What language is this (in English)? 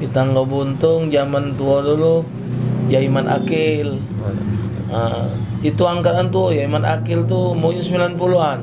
Musi